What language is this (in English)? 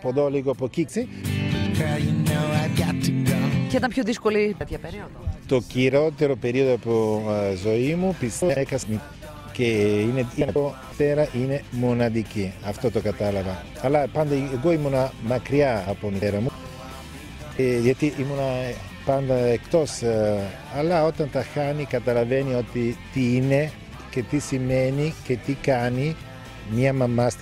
Greek